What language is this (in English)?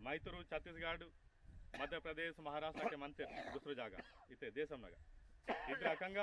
Aheri Gondi